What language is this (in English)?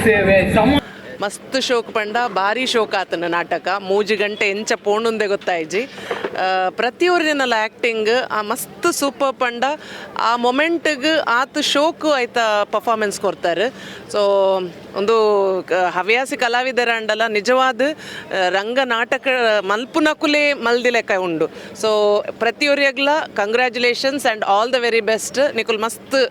Tulu